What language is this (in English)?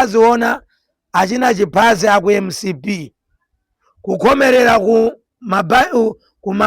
Nyanja